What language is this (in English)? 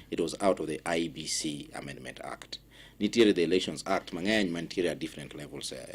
Luo (Kenya and Tanzania)